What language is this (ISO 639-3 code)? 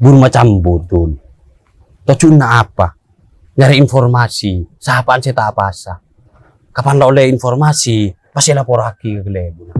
mad